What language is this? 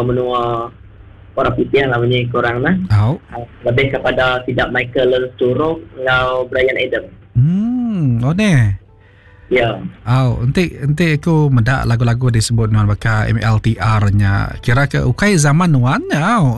Iban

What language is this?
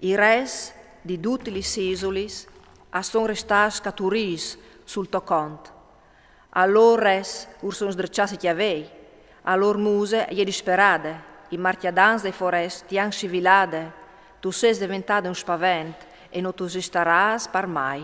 Friulian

